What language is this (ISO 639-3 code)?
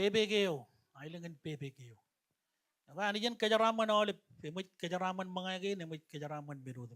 mah